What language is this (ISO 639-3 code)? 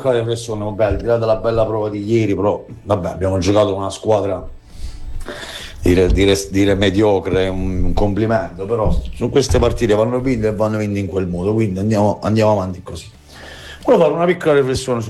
ita